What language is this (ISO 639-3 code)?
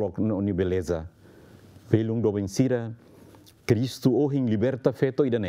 tet